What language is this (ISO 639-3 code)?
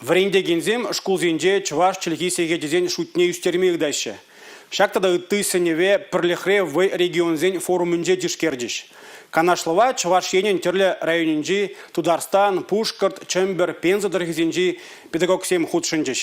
chv